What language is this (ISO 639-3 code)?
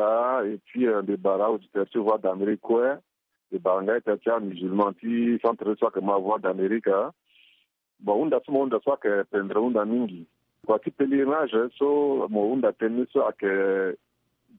sag